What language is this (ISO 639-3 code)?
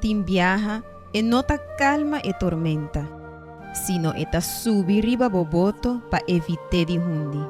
pap